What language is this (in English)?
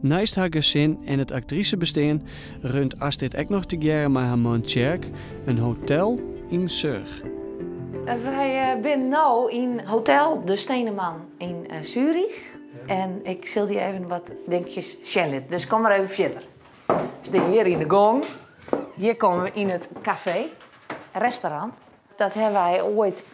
Western Frisian